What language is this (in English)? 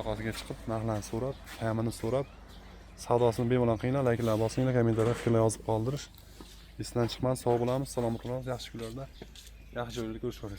Uzbek